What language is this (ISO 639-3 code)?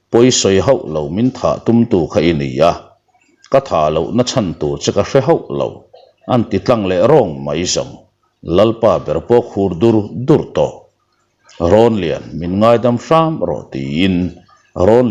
lus